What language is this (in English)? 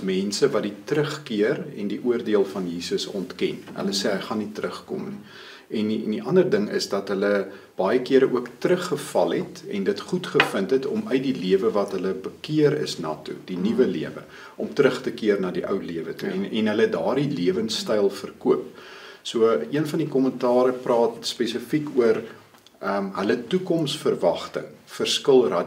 Afrikaans